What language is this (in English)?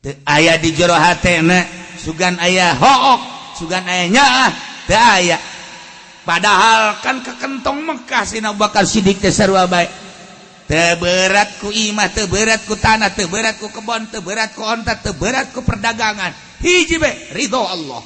Sundanese